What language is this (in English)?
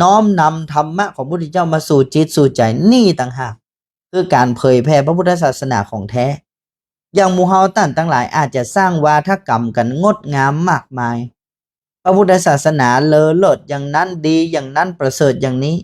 Northern Thai